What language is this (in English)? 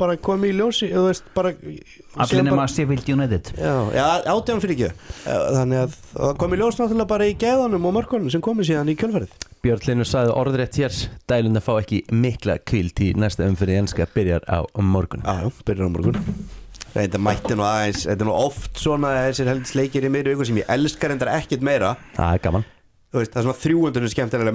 Icelandic